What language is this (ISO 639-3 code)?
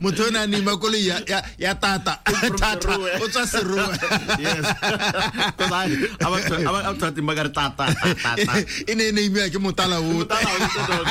tsn